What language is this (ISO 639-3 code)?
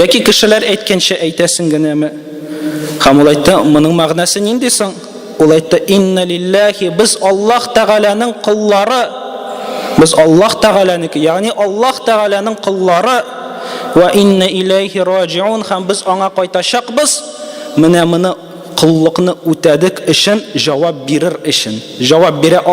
tat